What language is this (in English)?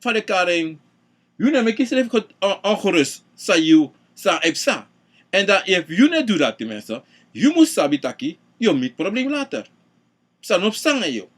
Sranan Tongo